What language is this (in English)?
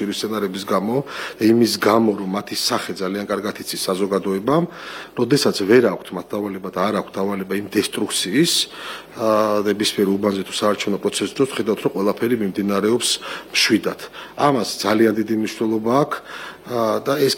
Georgian